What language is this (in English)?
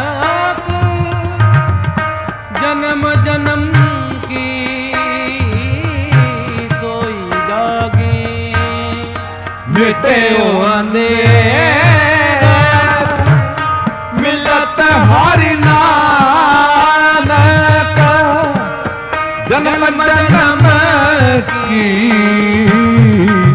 Punjabi